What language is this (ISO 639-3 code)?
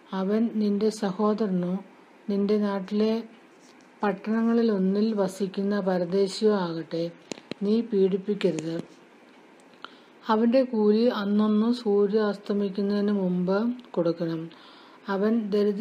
mal